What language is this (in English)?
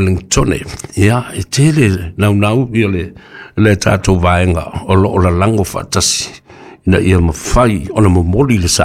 Samoan